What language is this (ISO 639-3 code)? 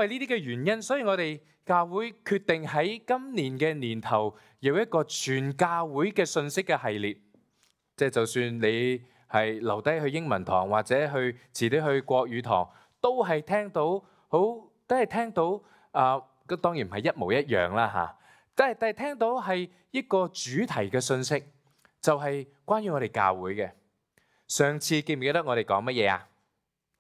yue